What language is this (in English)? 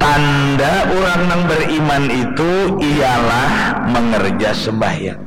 Banjar